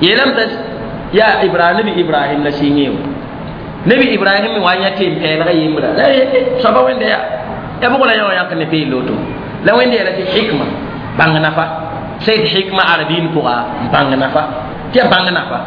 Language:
Mossi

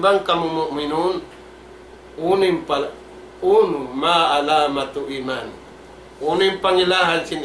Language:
Tausug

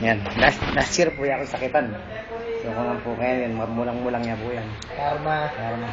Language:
Pampanga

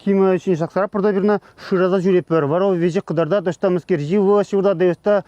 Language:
Chuvash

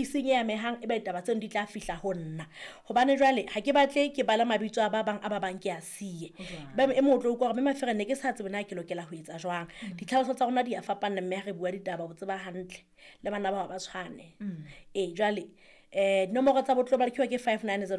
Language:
Southern Sotho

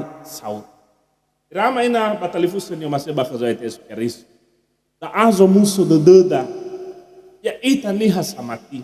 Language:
Nias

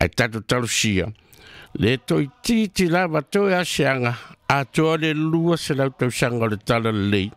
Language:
Samoan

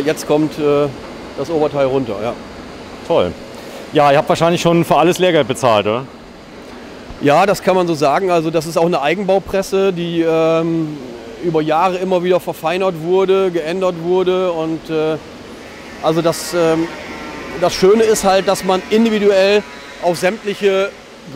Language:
German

